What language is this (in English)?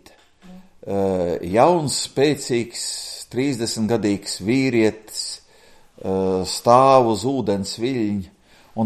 Latvian